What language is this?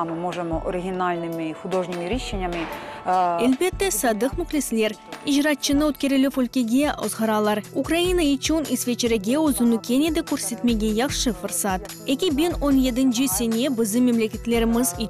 Crimean Tatar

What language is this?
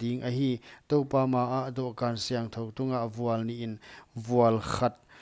Paite Chin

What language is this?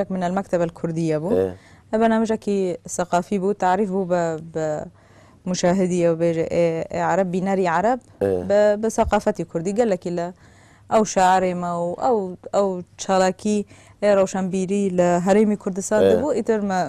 Kurdish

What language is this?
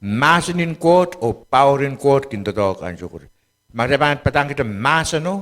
Pohnpeian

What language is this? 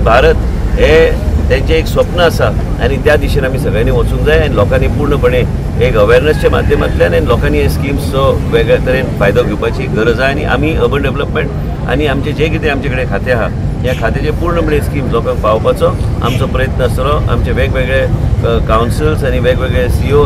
Konkani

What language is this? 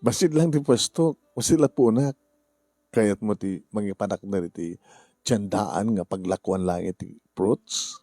Iloko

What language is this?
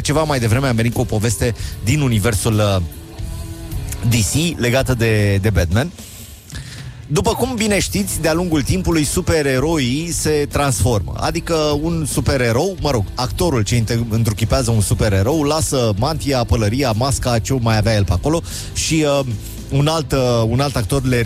Romanian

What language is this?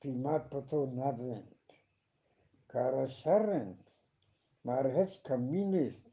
Eastern Balochi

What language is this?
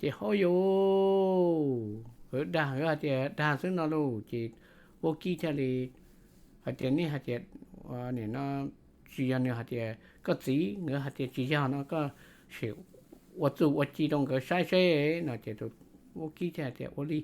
Hmong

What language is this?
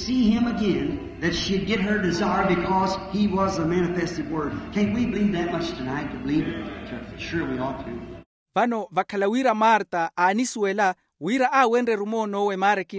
Makhuwa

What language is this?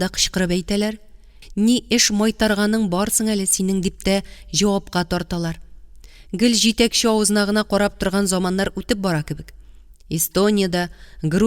Tatar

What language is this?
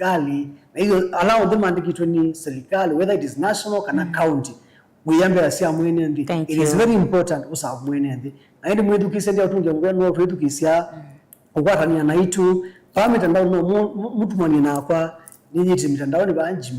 Kamba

